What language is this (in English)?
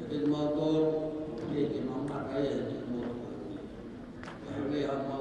Tongan